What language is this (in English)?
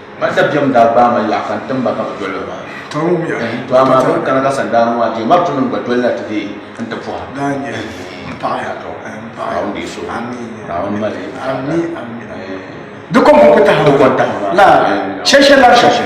Dagbani